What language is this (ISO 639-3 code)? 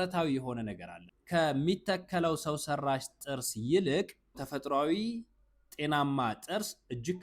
amh